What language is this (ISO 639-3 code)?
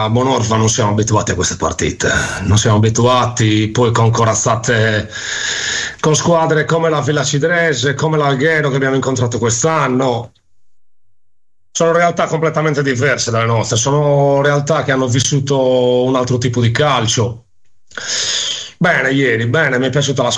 ita